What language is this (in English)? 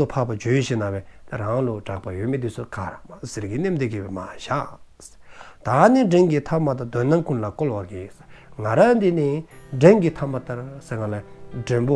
Dzongkha